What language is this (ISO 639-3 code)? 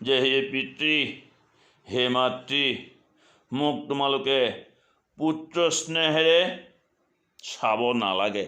asm